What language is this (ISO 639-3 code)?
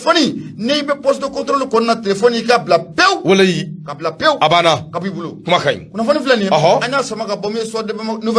bam